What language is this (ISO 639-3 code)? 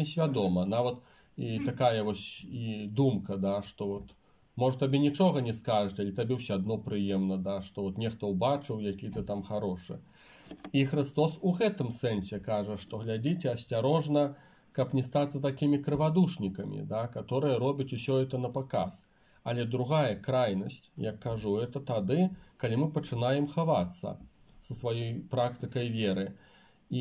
bel